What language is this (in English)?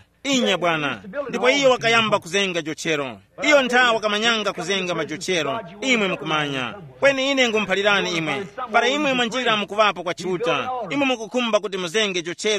Tumbuka